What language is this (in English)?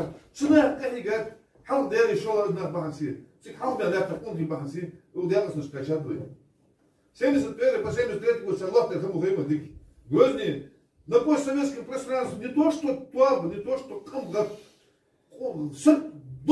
Ingush